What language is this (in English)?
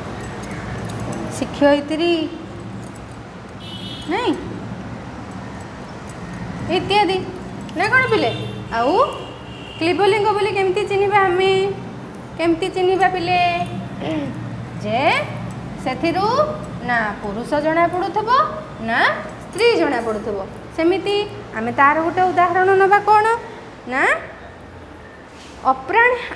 Odia